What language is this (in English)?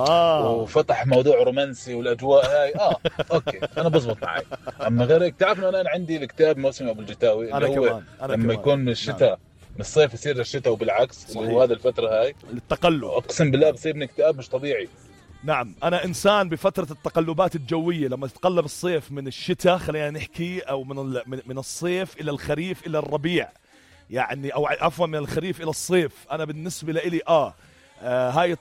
North Levantine Arabic